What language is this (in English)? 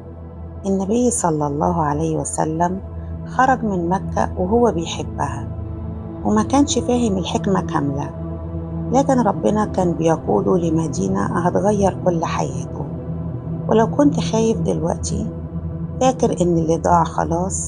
Egyptian Arabic